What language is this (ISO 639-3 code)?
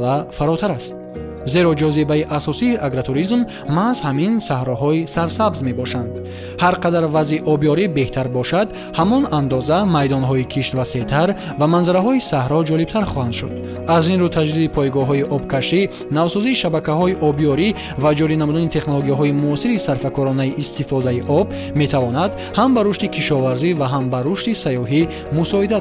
tgk